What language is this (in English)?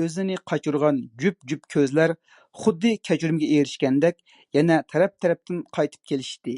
Uyghur